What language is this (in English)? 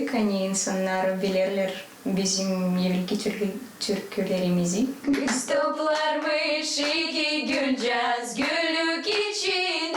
Gagauz